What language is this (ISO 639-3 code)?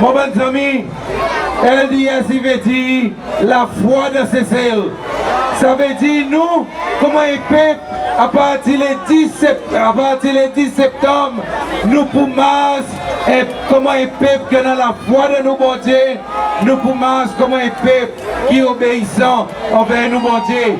crs